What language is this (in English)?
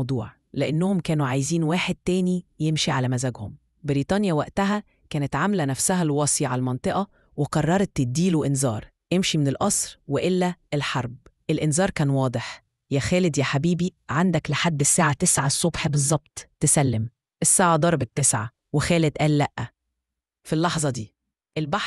Egyptian Arabic